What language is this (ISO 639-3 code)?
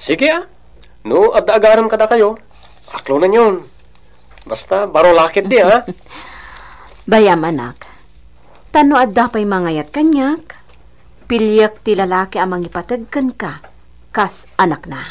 ilo